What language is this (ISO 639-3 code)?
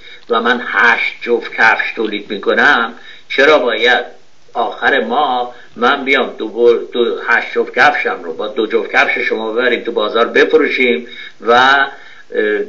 fas